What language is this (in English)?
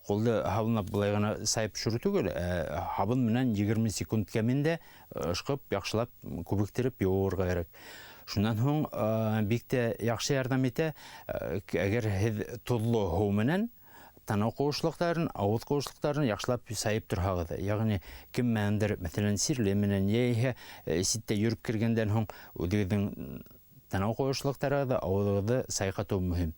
Bashkir